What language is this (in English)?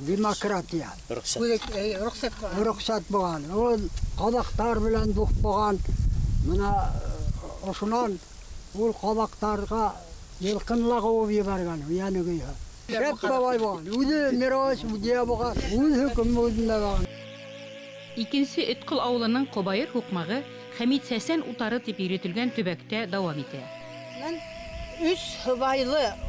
Bashkir